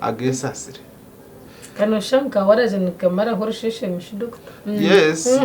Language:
Nyankole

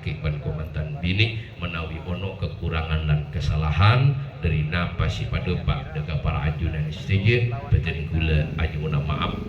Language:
Madurese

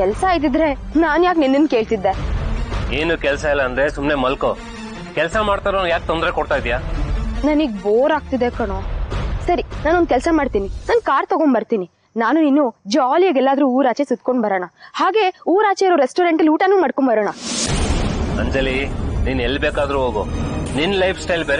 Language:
Kannada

